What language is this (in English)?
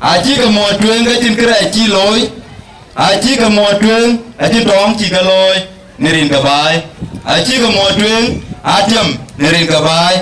Dinka